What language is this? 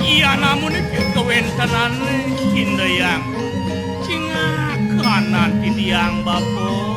Balinese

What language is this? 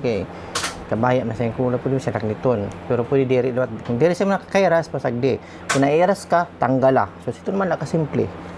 Waray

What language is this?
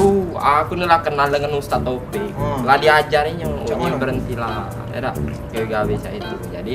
Musi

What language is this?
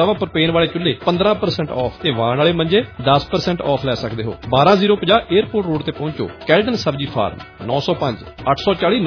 Punjabi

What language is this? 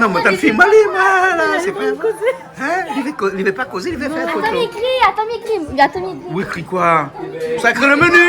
Réunion Creole French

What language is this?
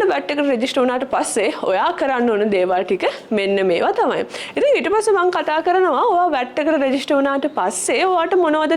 Sinhala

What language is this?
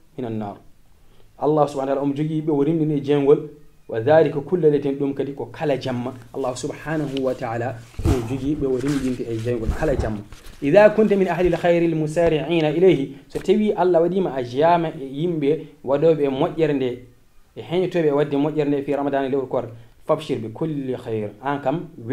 Fula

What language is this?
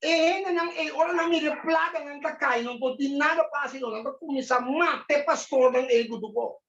Papiamento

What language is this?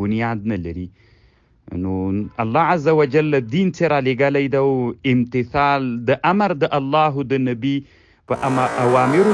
Pashto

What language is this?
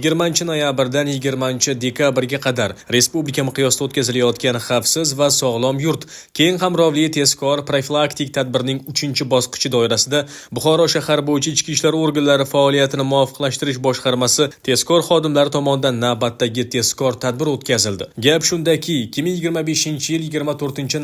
Uzbek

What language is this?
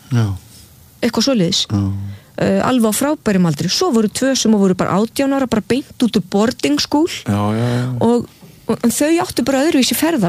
Icelandic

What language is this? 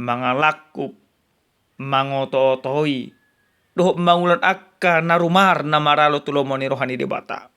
Batak Toba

